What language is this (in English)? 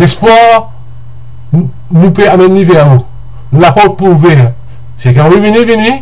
Morisyen